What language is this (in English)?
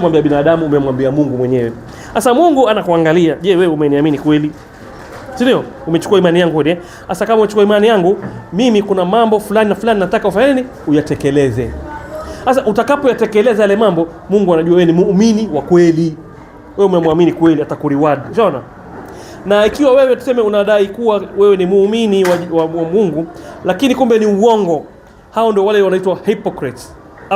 Swahili